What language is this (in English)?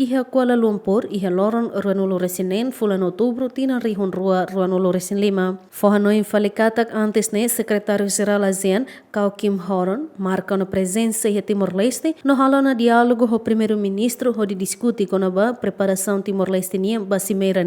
Tetum